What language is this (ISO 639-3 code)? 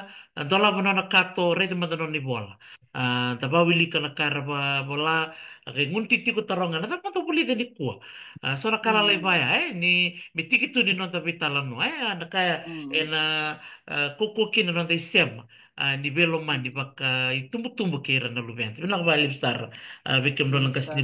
fij